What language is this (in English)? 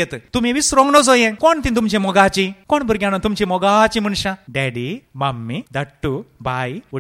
Konkani